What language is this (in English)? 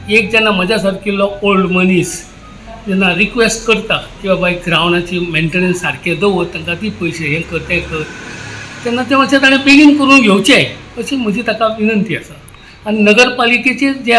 Konkani